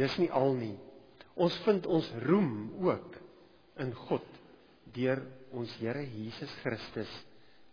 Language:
Afrikaans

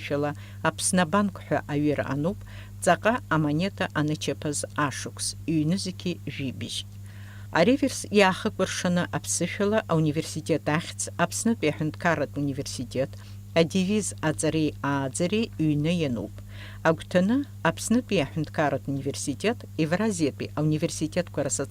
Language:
Abkhazian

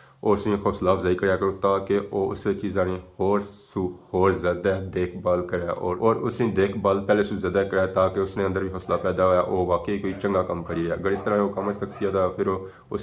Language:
Pahari-Potwari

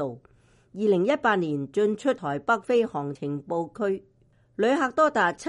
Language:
Cantonese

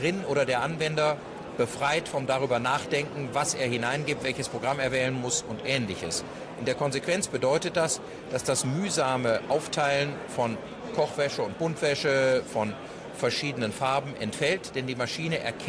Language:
German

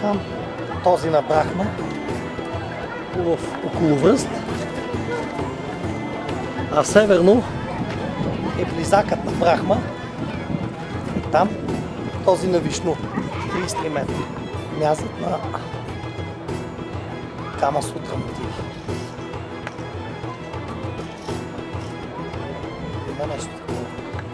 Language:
Bulgarian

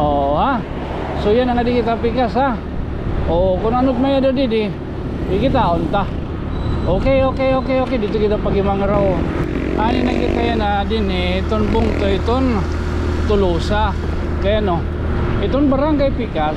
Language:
Waray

